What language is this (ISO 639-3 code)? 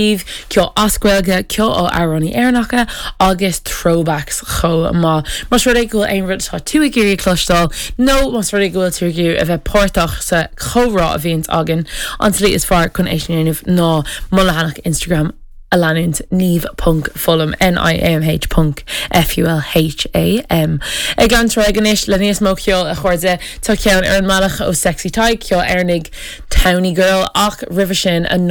gle